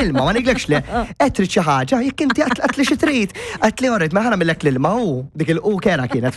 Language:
Maltese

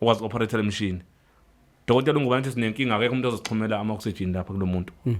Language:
Zulu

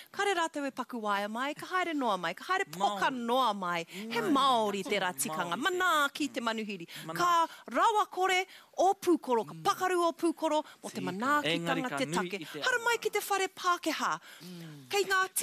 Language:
Māori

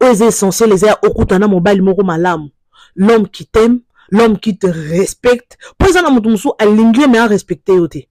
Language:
Lingala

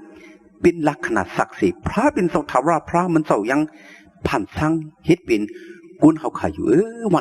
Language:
Shan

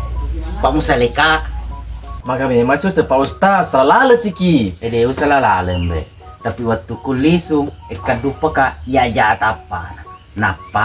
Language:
Buginese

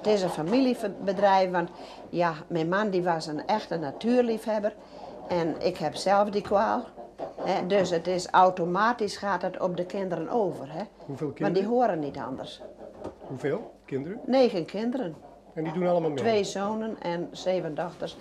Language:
Western Frisian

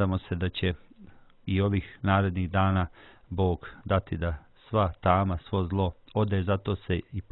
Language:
Croatian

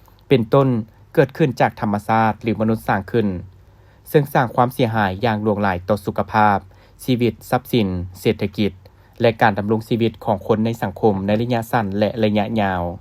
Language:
Lao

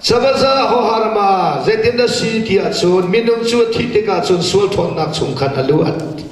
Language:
Hakha Chin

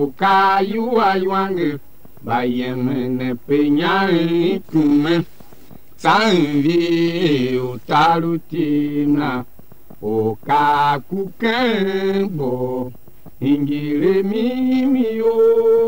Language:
Tiv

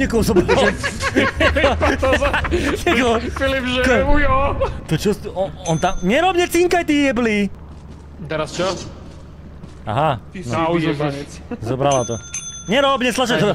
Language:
Slovak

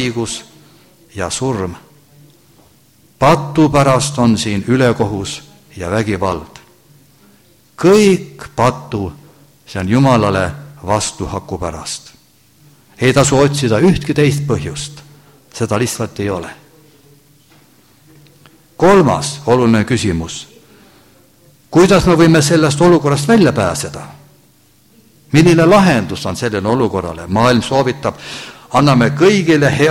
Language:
Estonian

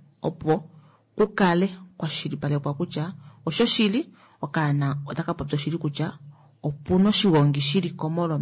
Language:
Kuanyama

